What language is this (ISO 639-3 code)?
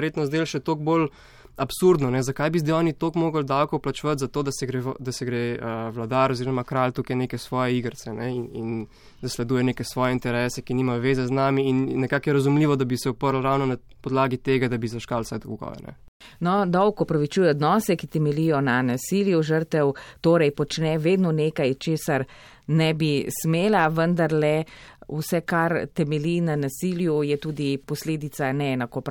slv